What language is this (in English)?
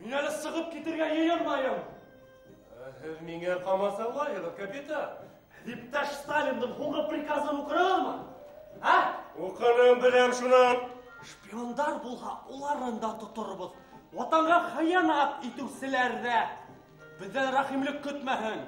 Bashkir